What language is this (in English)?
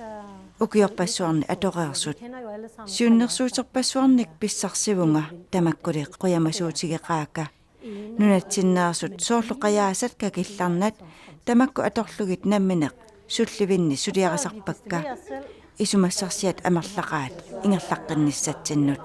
Kalaallisut